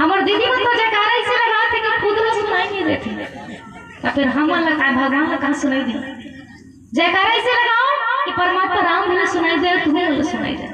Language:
Chhattisgarhi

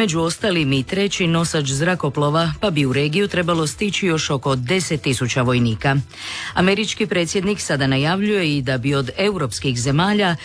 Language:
Croatian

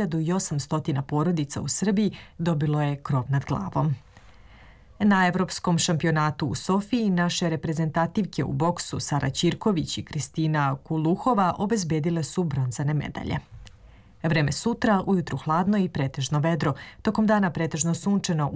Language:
Serbian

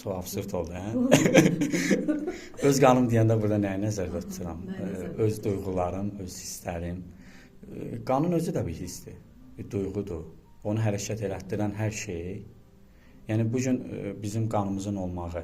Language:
Azerbaijani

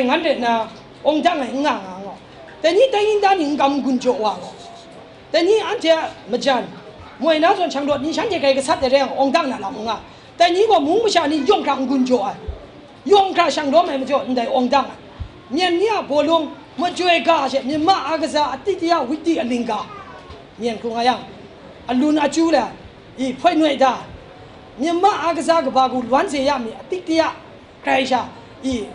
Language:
Kachin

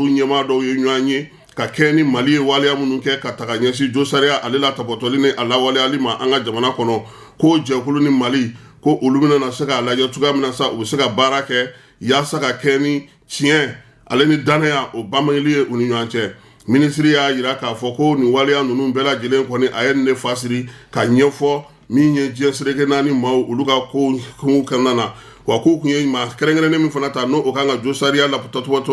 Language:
Bambara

